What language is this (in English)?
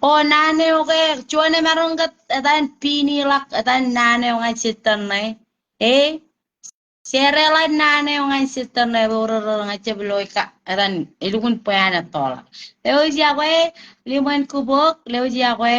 Marshallese